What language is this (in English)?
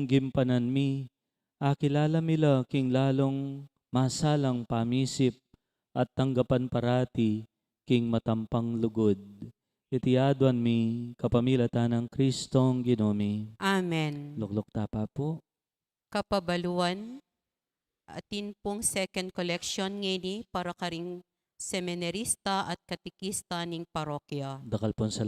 Pampanga